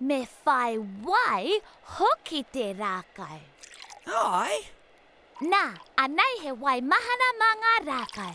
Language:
Māori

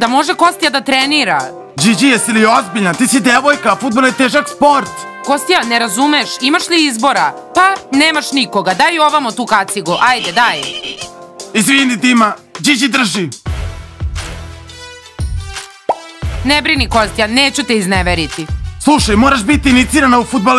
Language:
Serbian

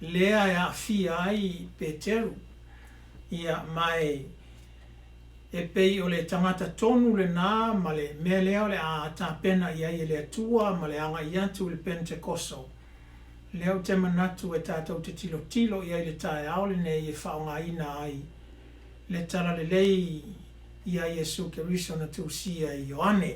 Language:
Samoan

